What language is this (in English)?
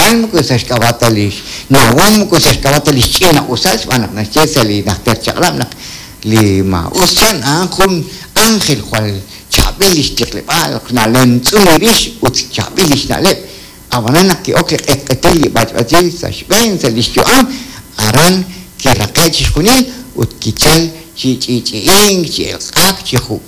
Kekchí